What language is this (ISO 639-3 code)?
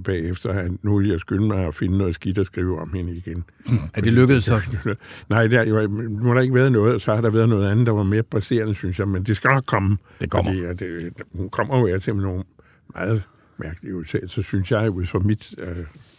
dan